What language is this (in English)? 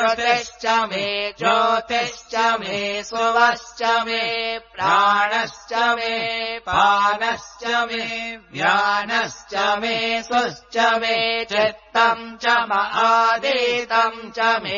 Sanskrit